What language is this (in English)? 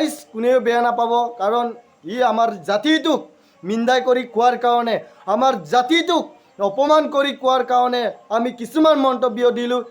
Assamese